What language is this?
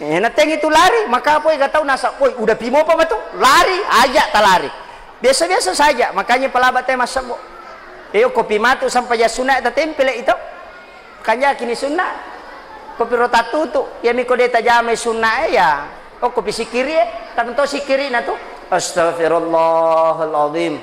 Buginese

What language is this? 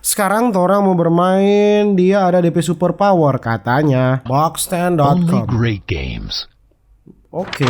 Manado Malay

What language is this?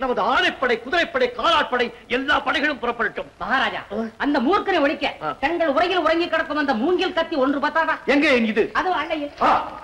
Tamil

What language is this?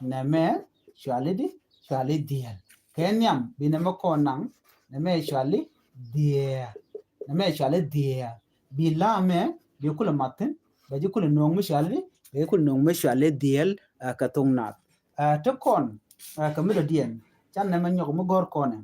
Nuer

